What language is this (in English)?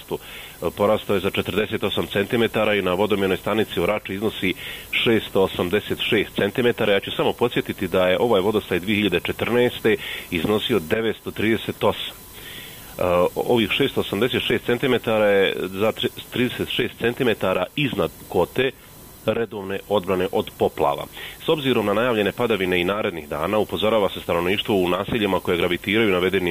Bosnian